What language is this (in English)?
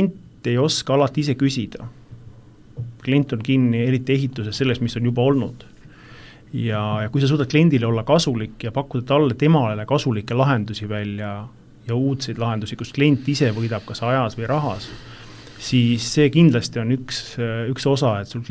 Estonian